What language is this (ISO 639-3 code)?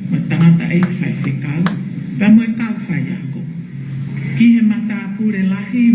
ton